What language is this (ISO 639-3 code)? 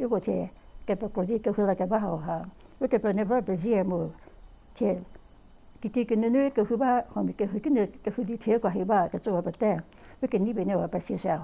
njm